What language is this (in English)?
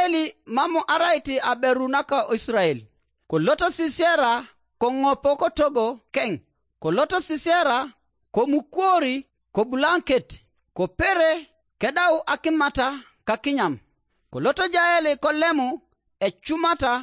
Teso